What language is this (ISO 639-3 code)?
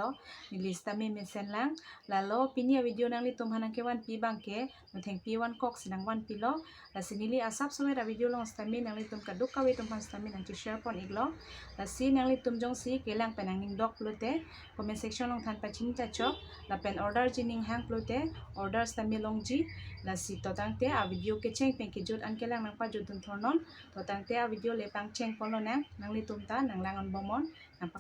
mjw